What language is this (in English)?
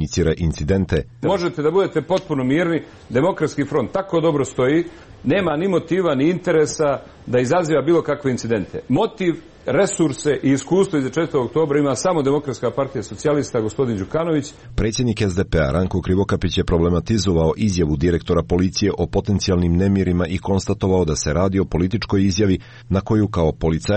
Croatian